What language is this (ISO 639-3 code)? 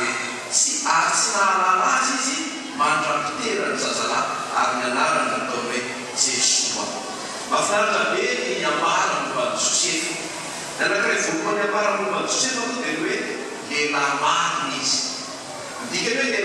mlg